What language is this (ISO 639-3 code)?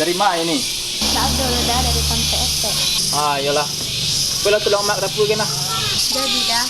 min